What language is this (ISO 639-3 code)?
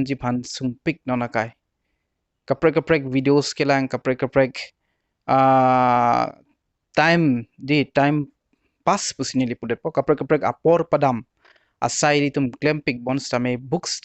mjw